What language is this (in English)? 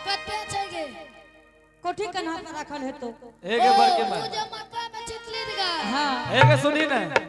Angika